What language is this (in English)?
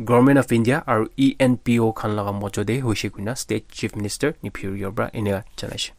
Naga Pidgin